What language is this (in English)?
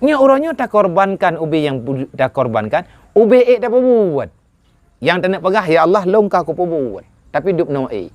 Achinese